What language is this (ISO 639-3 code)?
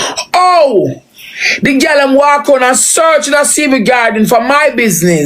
jam